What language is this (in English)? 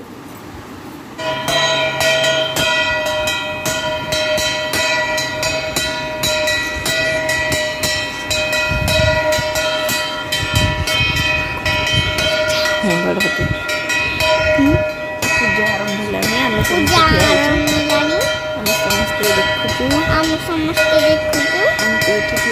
Odia